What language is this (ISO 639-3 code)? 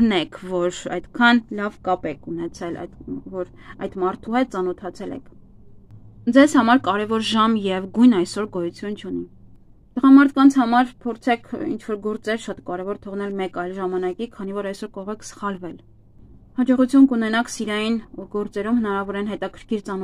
hye